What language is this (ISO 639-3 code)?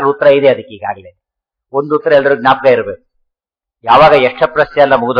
kan